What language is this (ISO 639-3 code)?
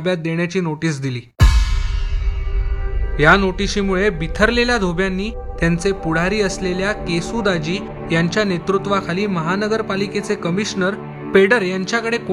mar